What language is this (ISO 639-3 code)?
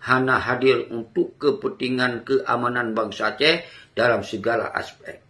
ace